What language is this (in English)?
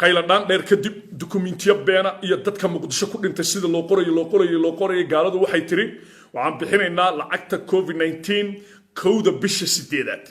Somali